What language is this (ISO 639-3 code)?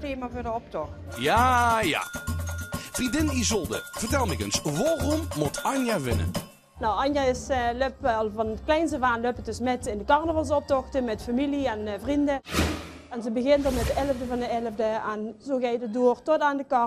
lim